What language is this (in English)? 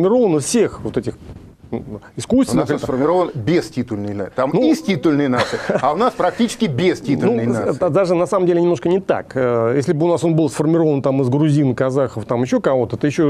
Russian